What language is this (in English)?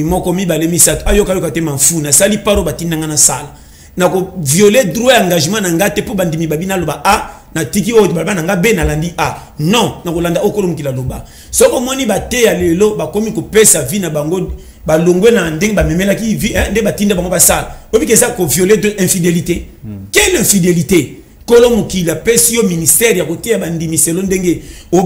Lingala